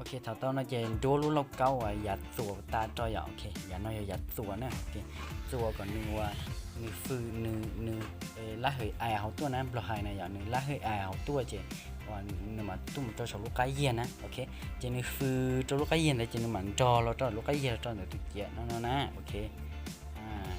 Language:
Hmong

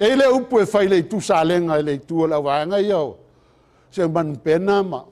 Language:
Samoan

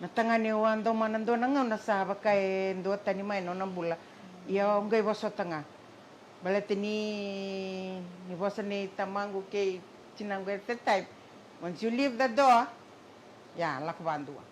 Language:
Fijian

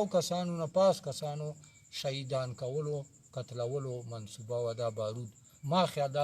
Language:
Pashto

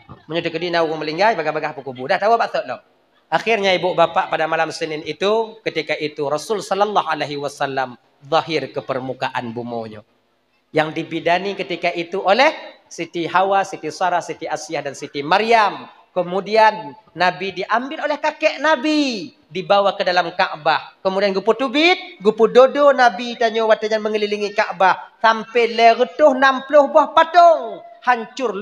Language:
Achinese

